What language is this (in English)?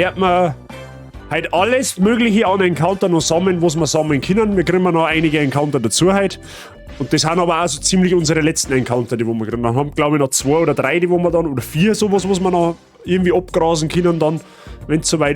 Bavarian